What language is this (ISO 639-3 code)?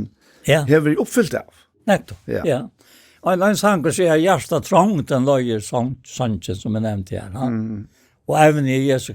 fao